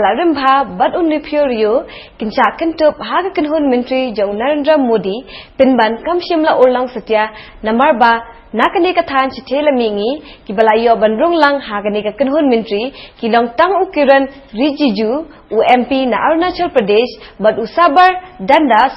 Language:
Khasi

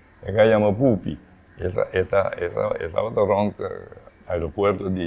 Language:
Papiamento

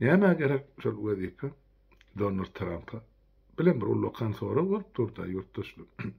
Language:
Turkmen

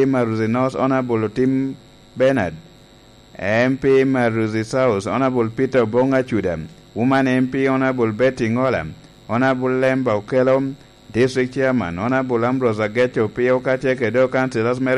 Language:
Lango (Uganda)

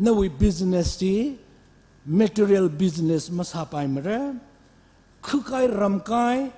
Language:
Tangkhul Naga (India)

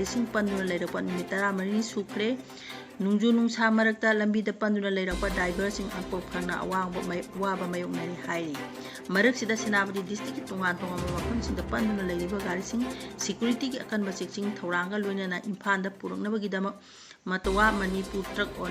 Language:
Manipuri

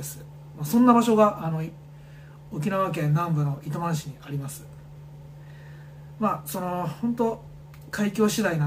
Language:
Japanese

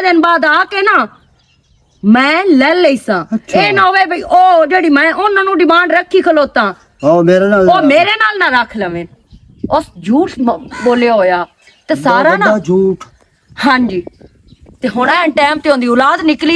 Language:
Western Panjabi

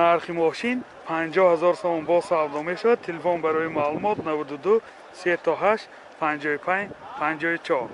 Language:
Tajik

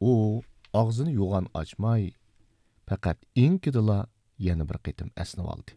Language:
Uyghur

